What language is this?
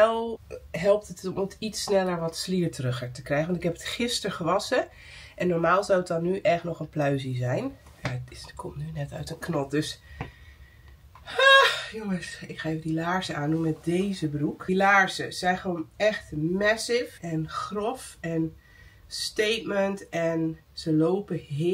Dutch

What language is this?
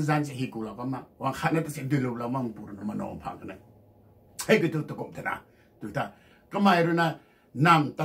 Rongmei Naga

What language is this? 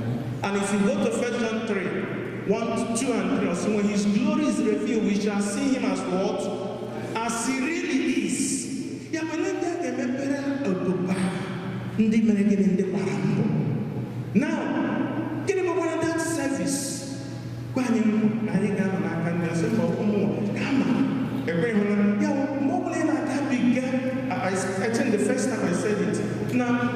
Igbo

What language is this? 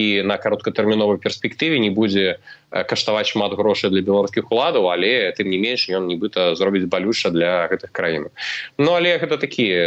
Belarusian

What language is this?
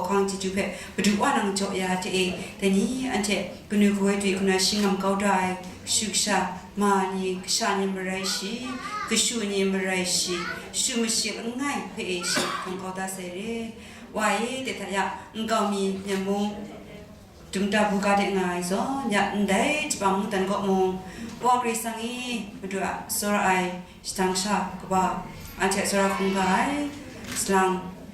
Kachin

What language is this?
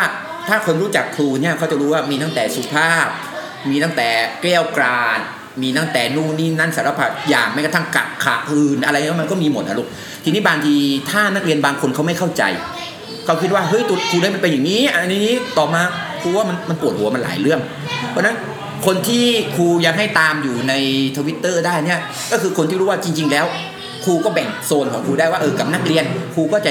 Thai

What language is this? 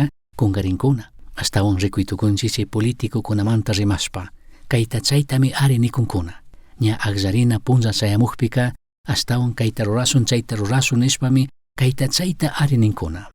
Chimborazo Highland Quichua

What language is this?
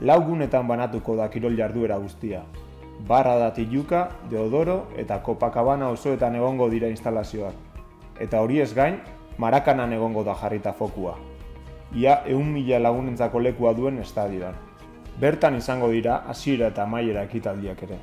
Basque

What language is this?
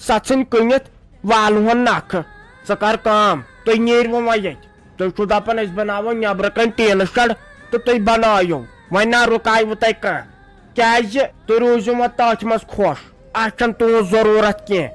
Kashmiri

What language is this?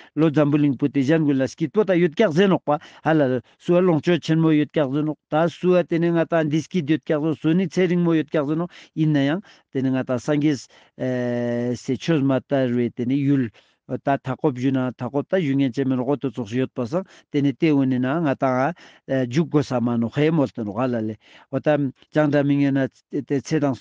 Ladakhi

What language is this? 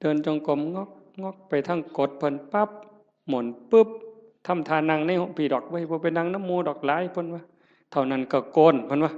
Northeastern Thai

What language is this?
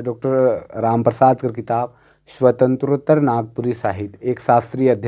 Sadri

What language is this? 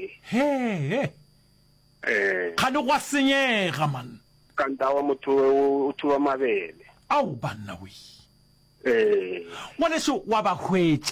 Northern Sotho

